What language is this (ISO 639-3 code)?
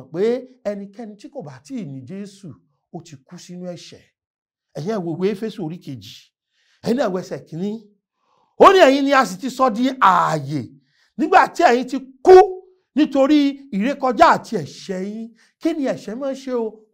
yor